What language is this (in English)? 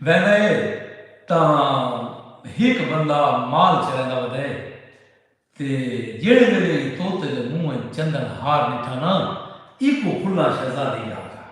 Saraiki